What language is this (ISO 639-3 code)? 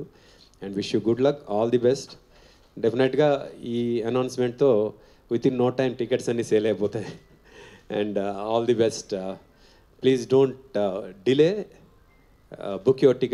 tel